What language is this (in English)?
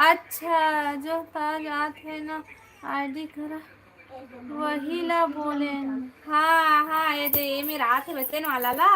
Chhattisgarhi